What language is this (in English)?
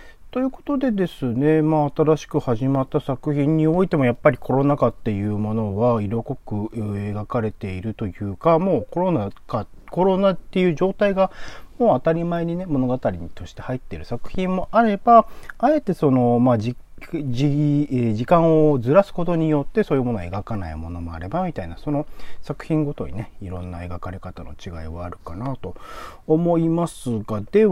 Japanese